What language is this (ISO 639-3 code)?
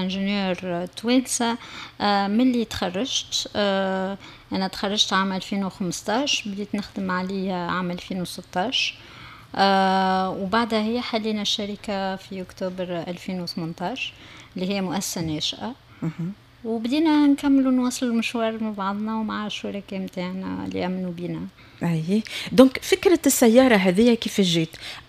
aeb